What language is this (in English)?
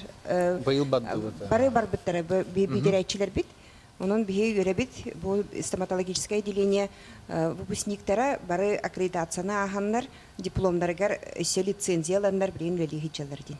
Yakut